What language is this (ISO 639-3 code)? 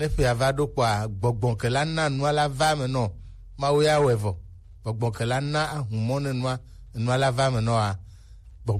gej